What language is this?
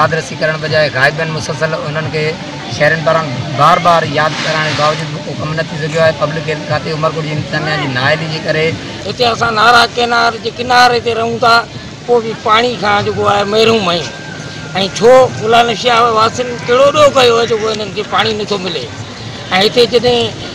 Sindhi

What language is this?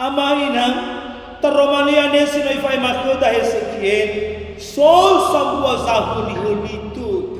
Nias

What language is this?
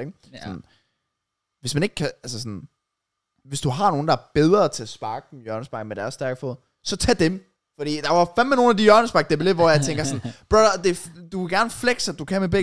Danish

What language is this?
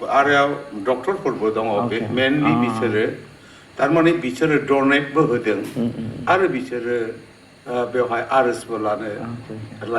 Bodo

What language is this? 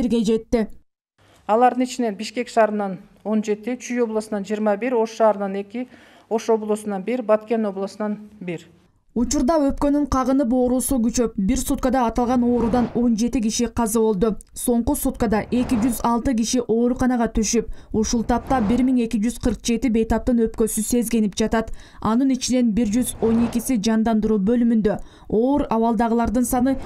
Kyrgyz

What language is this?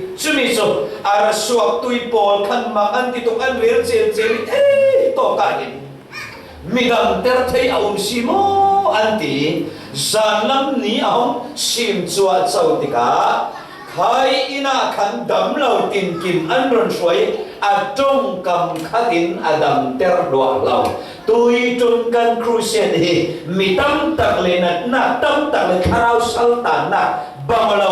Falam Chin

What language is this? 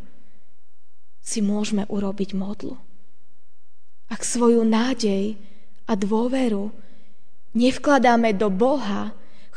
Slovak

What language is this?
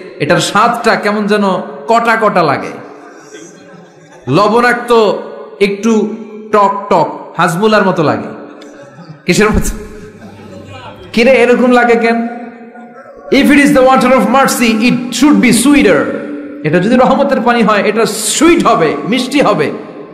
Bangla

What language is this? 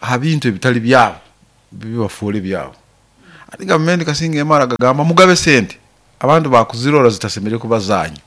Nyoro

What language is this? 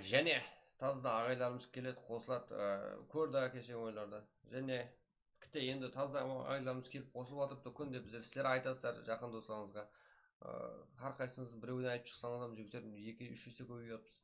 Kara-Kalpak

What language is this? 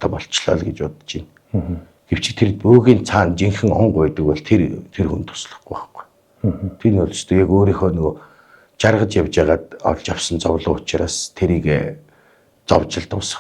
Mongolian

